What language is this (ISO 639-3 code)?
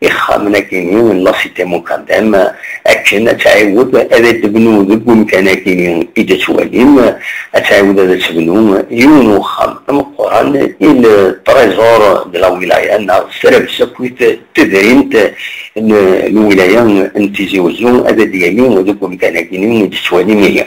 kab